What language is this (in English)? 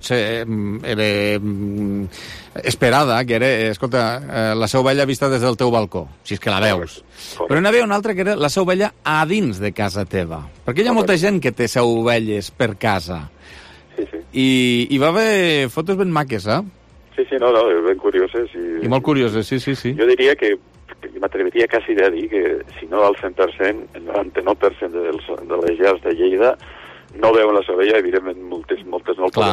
Catalan